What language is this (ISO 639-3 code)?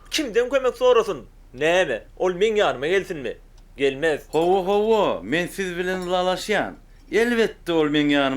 tuk